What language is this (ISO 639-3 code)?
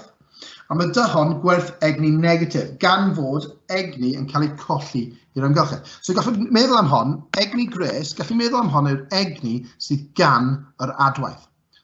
cym